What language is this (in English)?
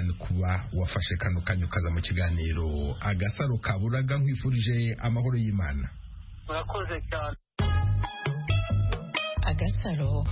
Kinyarwanda